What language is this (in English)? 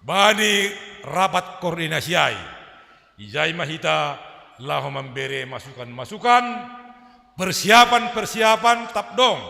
Batak Simalungun